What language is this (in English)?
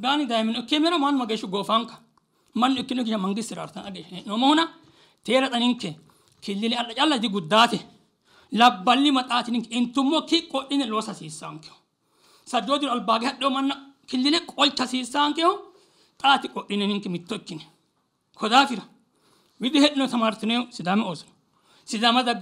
Sidamo